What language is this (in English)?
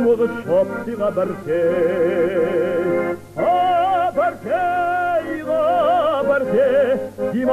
Kabardian